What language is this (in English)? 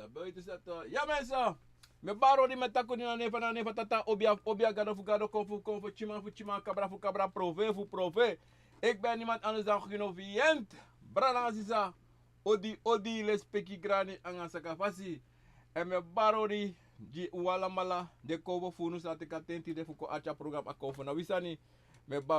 Sranan Tongo